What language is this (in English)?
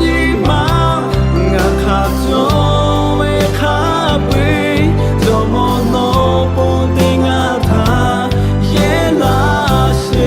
Lahu